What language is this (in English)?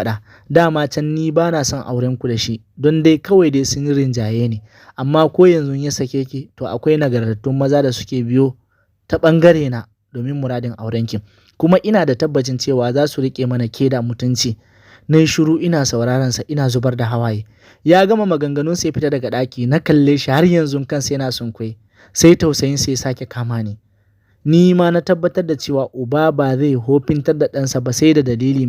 Hausa